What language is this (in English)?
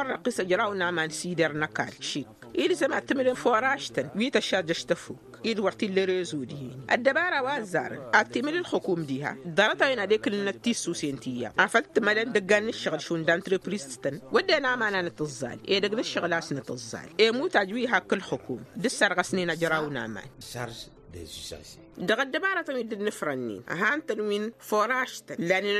Tamasheq